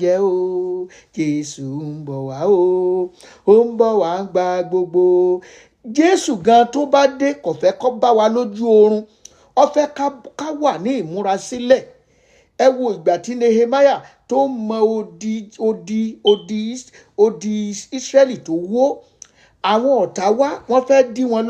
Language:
Yoruba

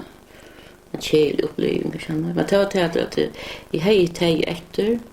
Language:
Faroese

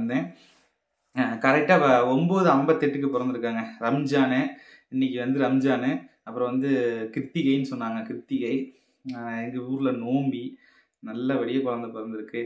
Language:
Tamil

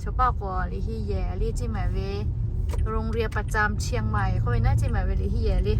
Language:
Lahu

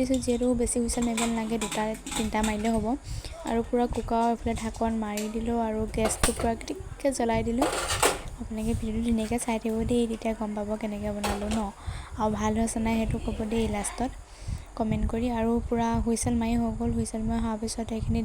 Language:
Assamese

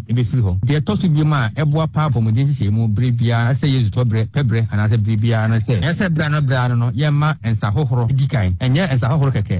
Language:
Akan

